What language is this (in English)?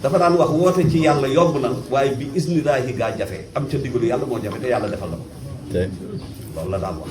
Wolof